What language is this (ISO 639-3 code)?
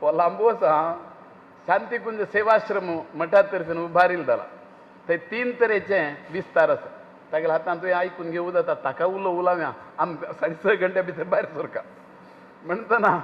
kok